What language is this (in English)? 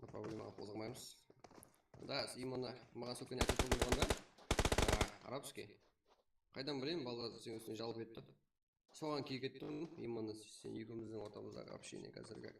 Kara-Kalpak